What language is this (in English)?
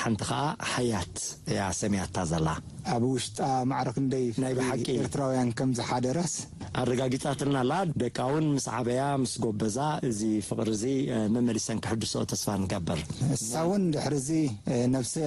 Tigrinya